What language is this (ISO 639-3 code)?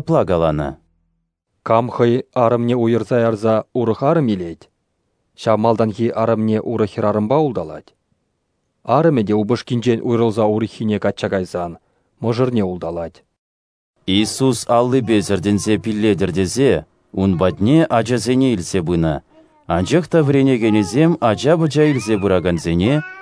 chv